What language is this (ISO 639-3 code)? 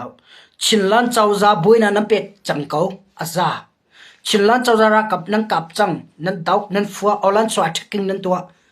cnh